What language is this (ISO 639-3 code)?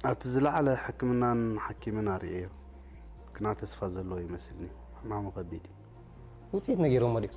tir